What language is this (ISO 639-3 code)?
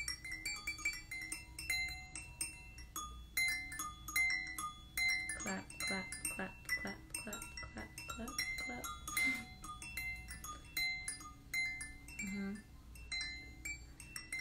eng